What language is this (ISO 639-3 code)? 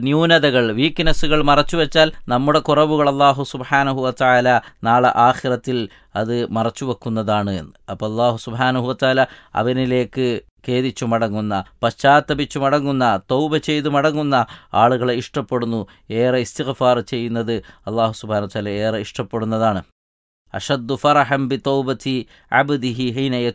mal